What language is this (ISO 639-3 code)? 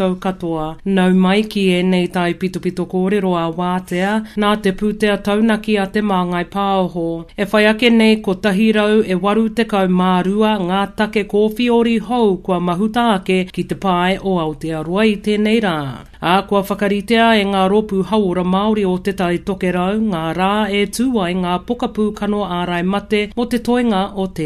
mri